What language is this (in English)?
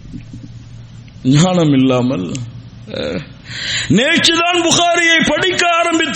Tamil